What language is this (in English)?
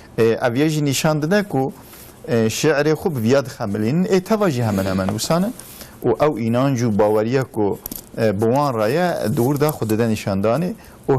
Kurdish